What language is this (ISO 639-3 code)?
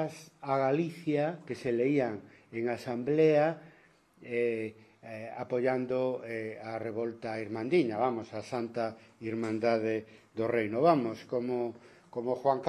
glg